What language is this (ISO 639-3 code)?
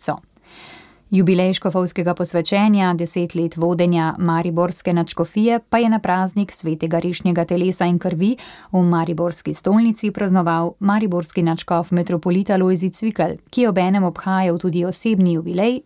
slv